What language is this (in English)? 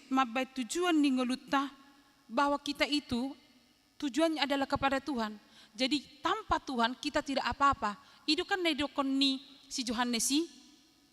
Batak Toba